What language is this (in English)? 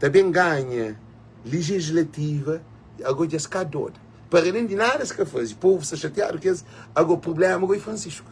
Kabuverdianu